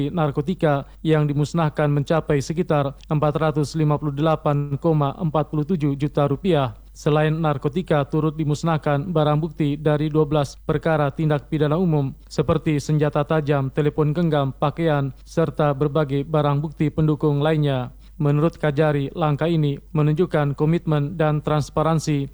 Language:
Indonesian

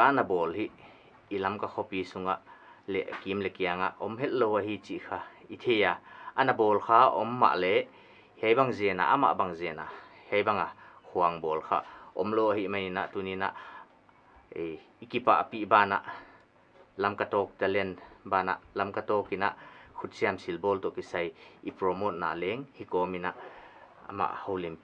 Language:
Paite Chin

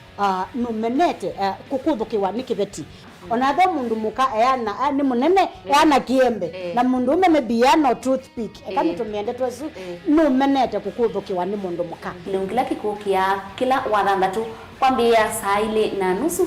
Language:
Kamba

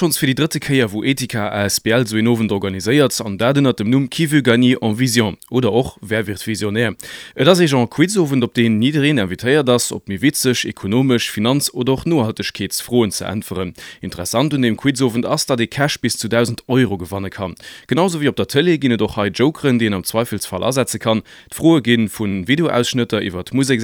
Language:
Luxembourgish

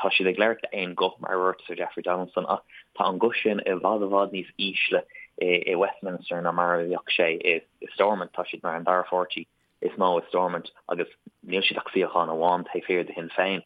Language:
Irish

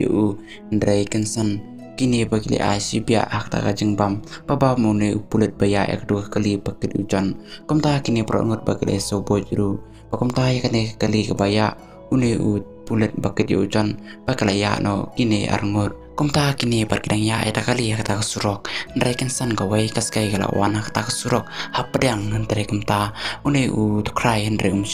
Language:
Khasi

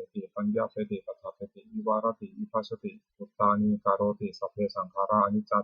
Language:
Pali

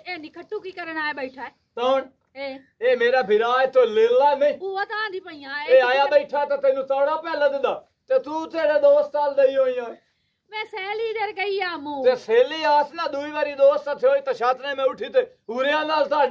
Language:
Punjabi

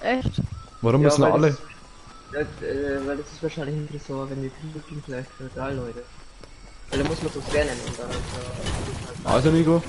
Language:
Bavarian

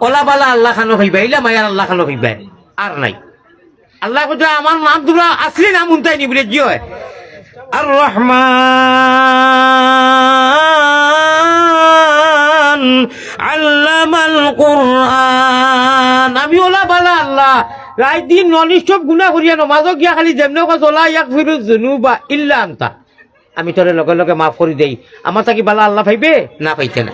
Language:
Sylheti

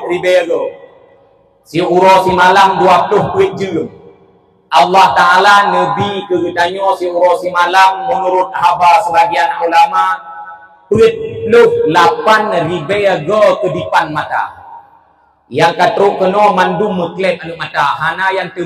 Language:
Achinese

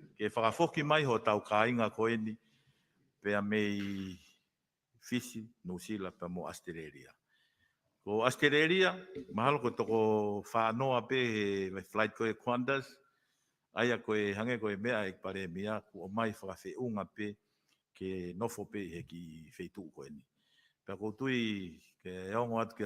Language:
Tongan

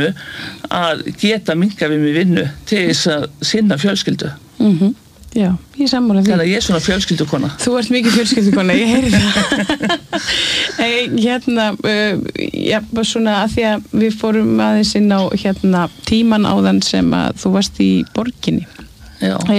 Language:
Icelandic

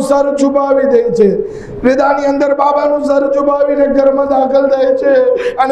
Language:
Gujarati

